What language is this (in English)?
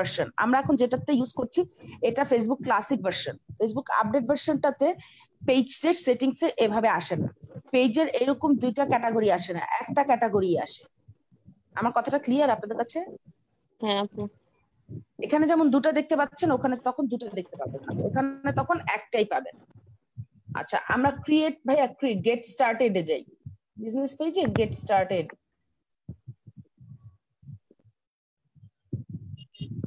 Bangla